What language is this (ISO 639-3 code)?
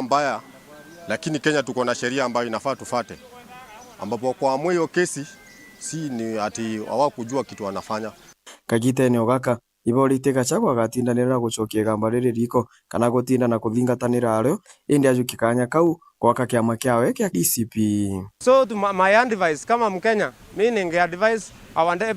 mer